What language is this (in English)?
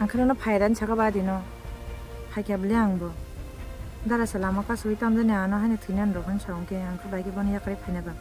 Kok Borok